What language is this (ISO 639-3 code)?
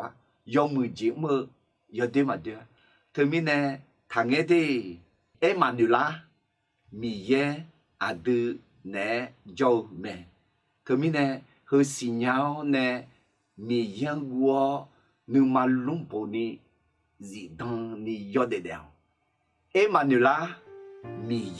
ahk